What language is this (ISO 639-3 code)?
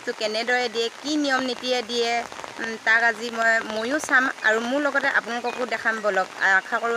asm